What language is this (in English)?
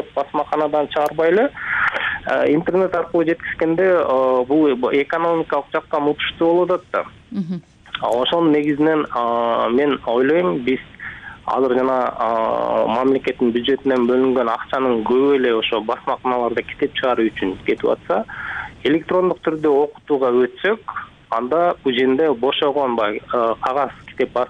Kyrgyz